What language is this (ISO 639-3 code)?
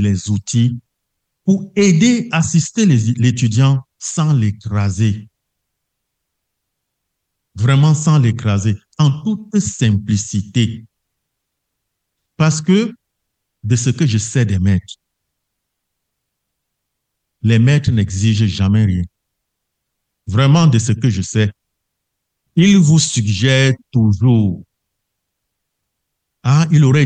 fra